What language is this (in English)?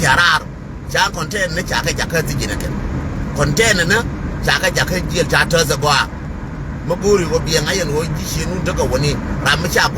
Nuer